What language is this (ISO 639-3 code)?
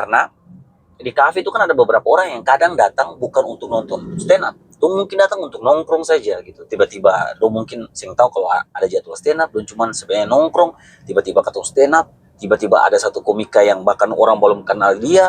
abs